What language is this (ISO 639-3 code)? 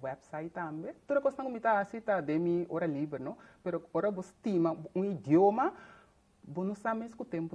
pap